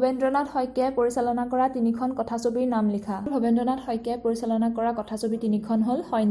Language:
Assamese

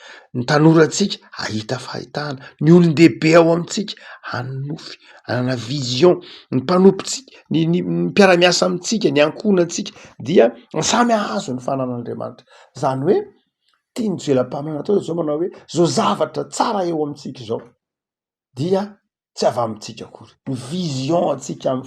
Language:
Malagasy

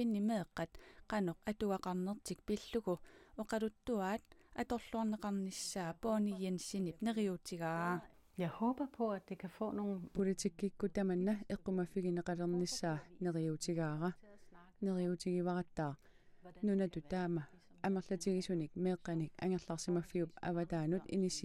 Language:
Kalaallisut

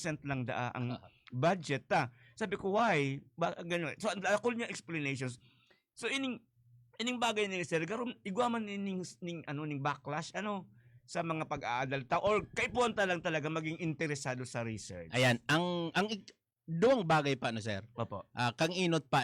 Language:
Bikol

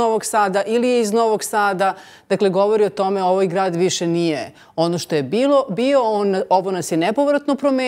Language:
Serbian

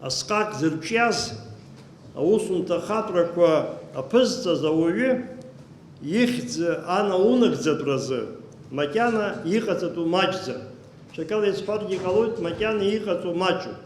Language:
Abkhazian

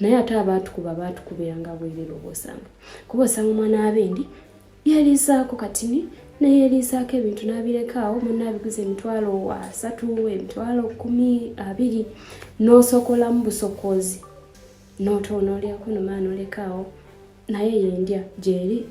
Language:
Ganda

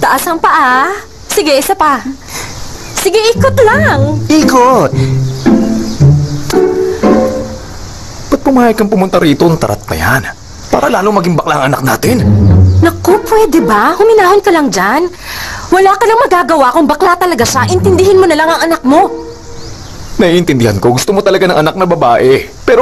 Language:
Filipino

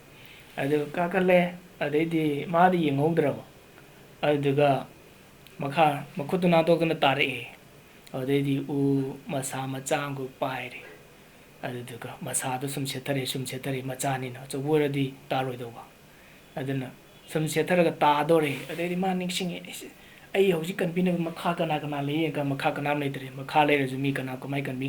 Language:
Manipuri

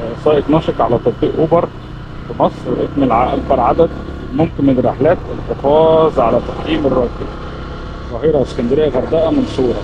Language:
Egyptian Arabic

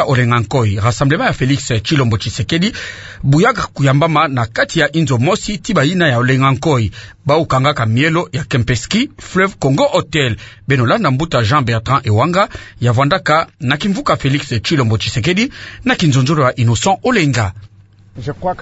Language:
Kituba (Democratic Republic of Congo)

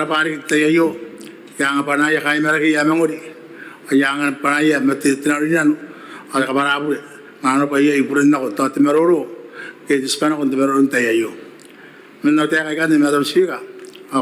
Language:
Gilbertese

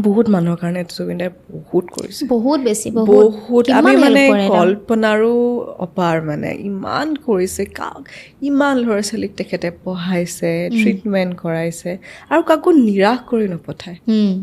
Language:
Assamese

